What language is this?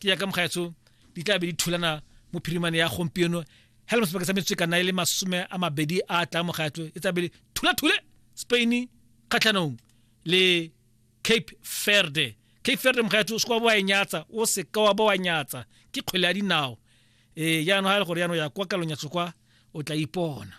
Tswana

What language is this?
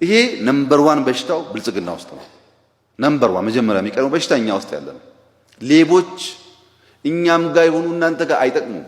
Amharic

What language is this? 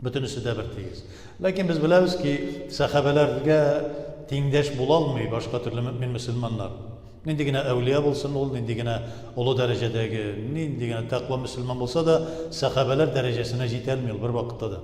Tatar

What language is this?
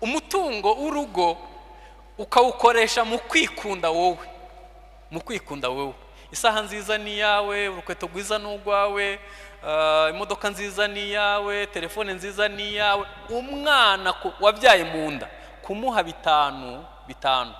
Kinyarwanda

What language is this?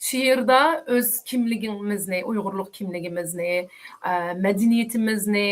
Uyghur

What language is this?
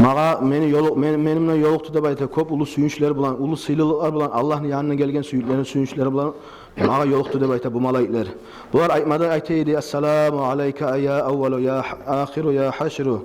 Kumyk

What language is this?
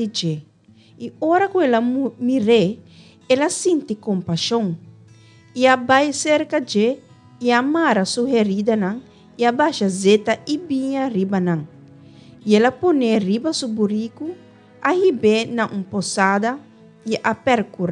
Papiamento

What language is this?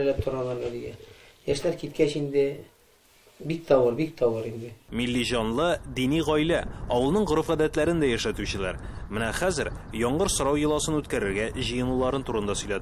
Tatar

